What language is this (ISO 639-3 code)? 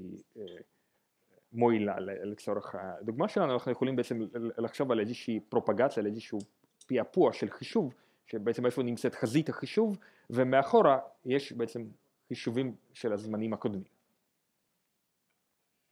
heb